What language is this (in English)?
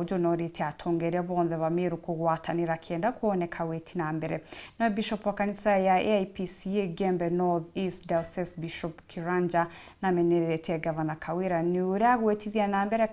Meru